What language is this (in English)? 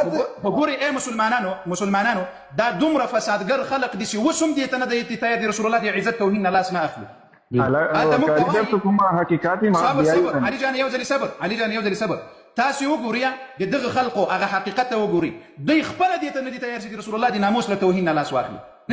Pashto